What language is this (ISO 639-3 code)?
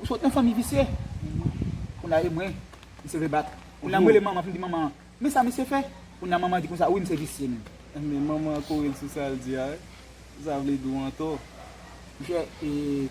hat